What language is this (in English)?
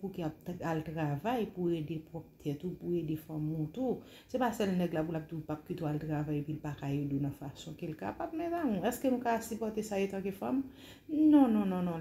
Haitian Creole